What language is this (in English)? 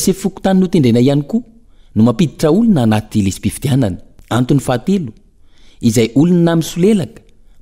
Malagasy